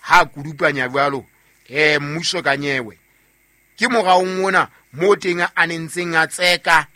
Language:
Southern Sotho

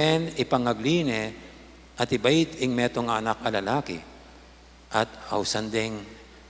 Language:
Pampanga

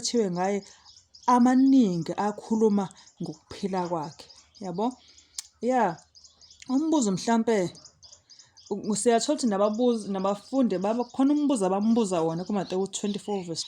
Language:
Zulu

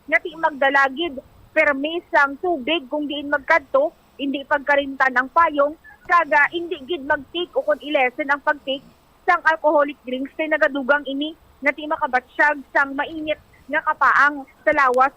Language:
Hiligaynon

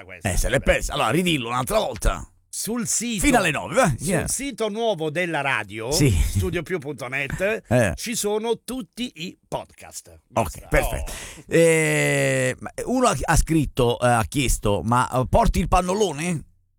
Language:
Italian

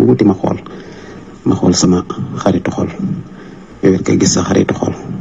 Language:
Wolof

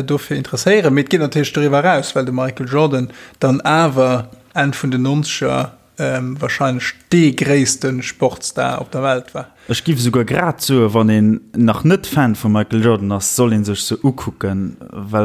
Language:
Luxembourgish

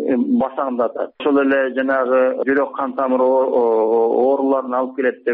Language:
Kyrgyz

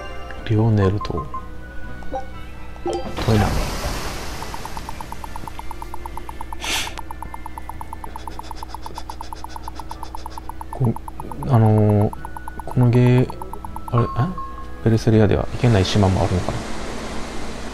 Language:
Japanese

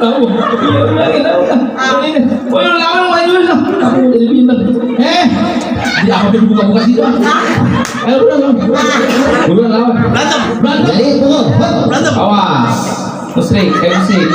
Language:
Betawi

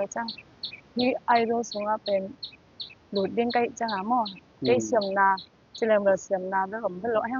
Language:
Tedim Chin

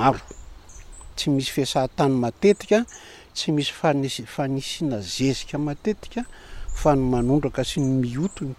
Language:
Malagasy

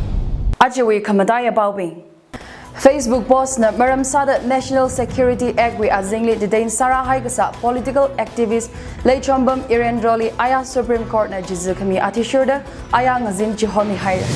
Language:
Tangkhul Naga (India)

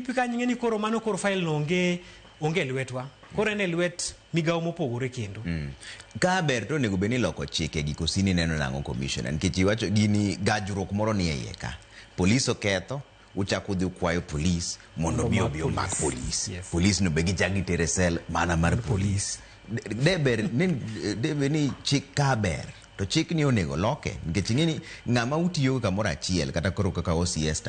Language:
Luo (Kenya and Tanzania)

